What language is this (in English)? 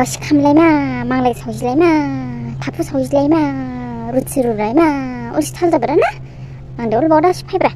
Dimasa